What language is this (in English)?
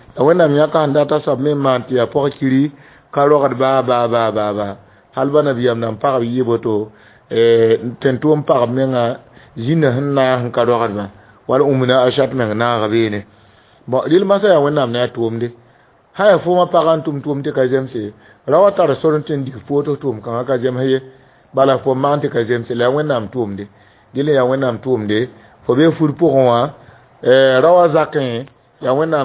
Mossi